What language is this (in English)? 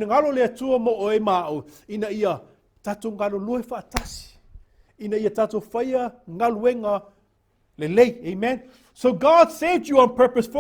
Samoan